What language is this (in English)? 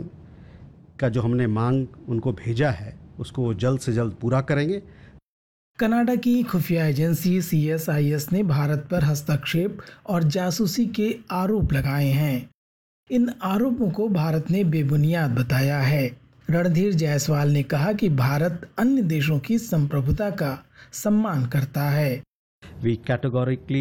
Hindi